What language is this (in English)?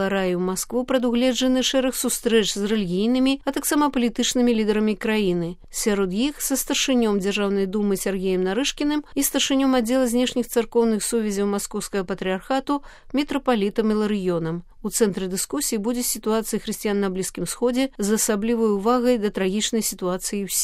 Belarusian